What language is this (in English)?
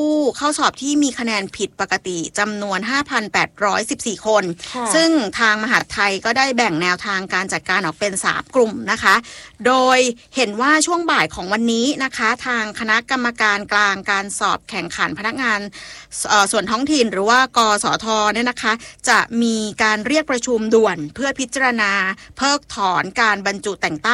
Thai